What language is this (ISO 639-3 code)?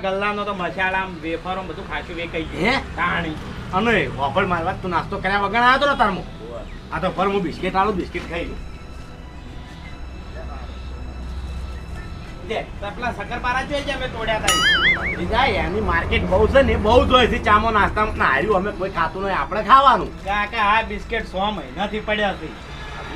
guj